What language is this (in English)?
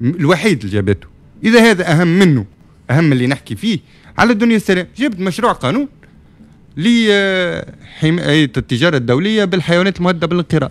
Tunisian Arabic